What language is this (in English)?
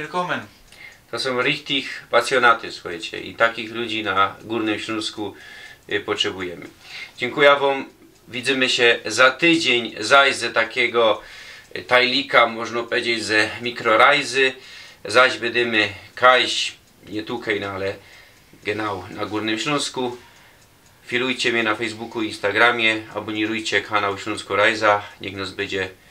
Silesian